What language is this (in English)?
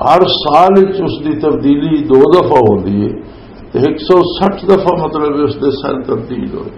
Western Panjabi